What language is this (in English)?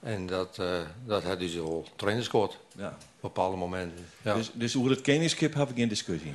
Western Frisian